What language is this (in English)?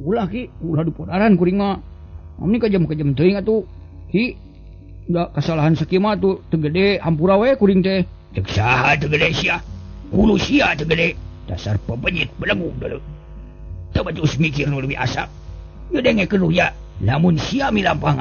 Sundanese